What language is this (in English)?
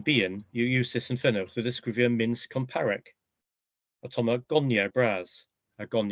Cornish